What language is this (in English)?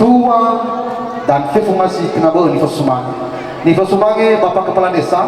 Nias